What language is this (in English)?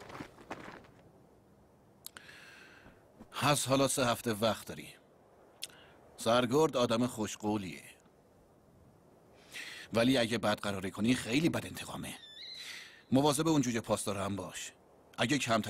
Persian